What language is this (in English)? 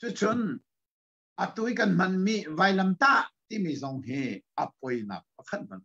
Hakha Chin